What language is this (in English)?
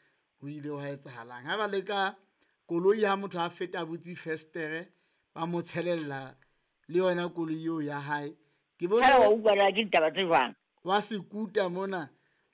Southern Sotho